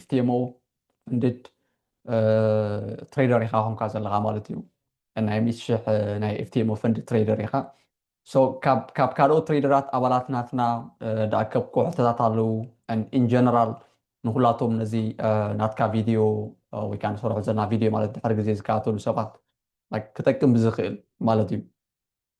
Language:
Tigrinya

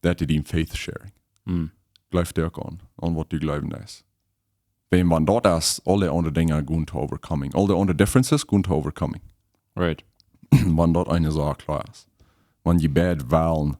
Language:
Plautdietsch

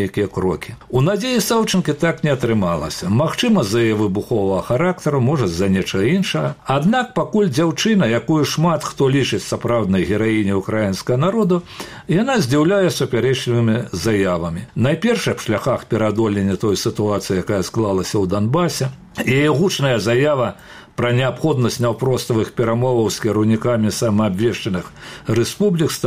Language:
Belarusian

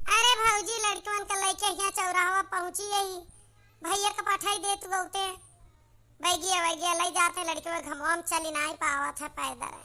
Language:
Awadhi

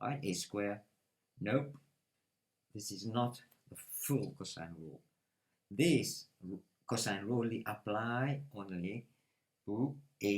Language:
Morisyen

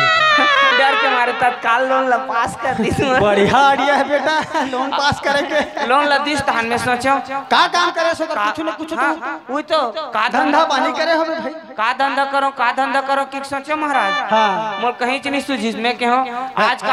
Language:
Chhattisgarhi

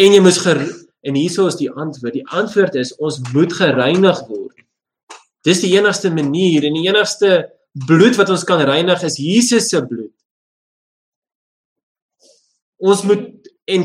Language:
Afrikaans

